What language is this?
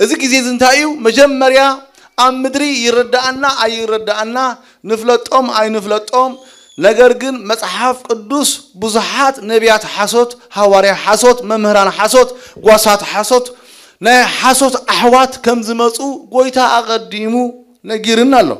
Tigrinya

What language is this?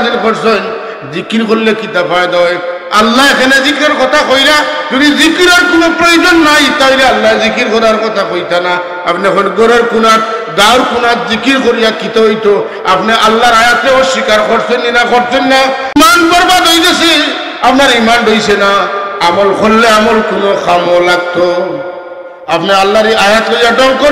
Sylheti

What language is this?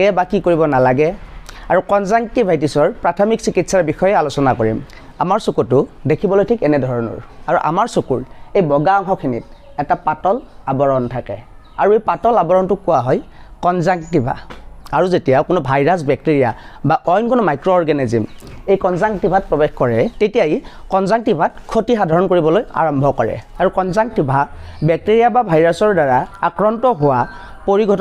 Assamese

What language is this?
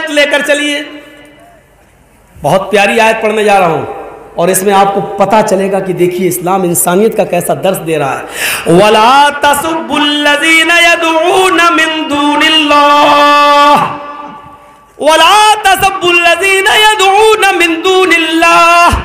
Urdu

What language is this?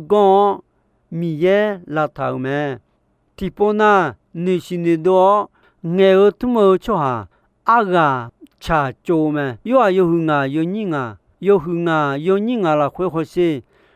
Akha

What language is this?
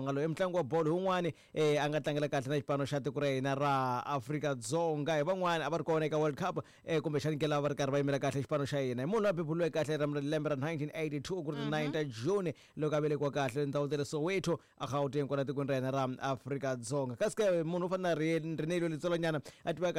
Tsonga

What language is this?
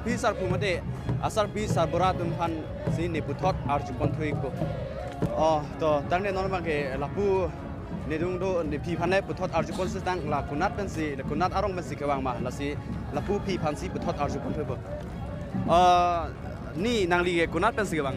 Karbi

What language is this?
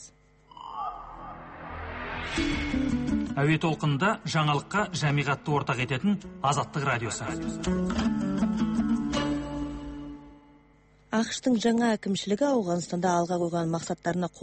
Kazakh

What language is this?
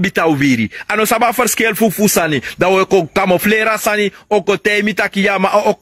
Sranan Tongo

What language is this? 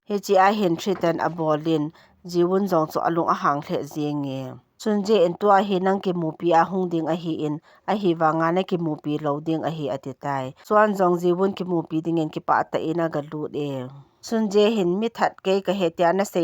Thado Chin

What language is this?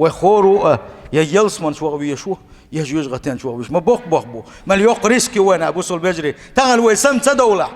Chechen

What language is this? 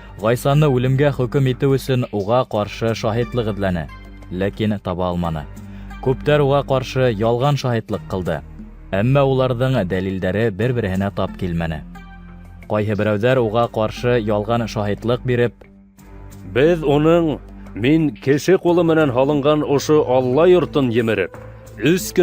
Bashkir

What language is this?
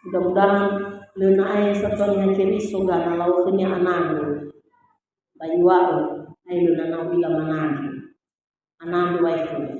Nias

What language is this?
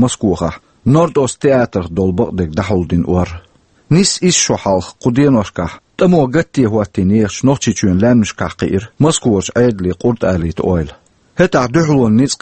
Chechen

